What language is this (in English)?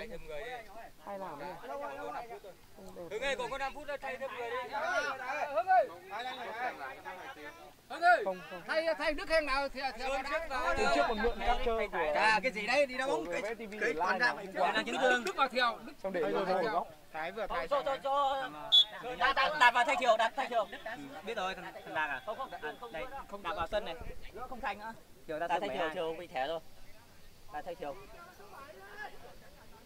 Vietnamese